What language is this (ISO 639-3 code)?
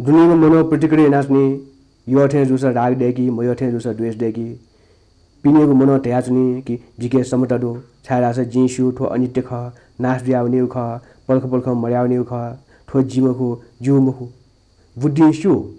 new